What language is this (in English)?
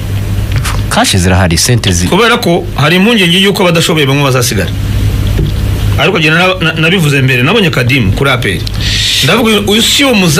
Kinyarwanda